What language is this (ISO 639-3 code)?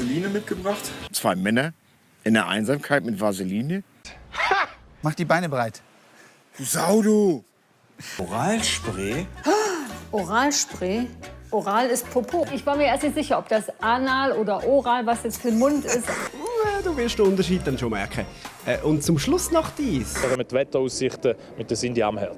gsw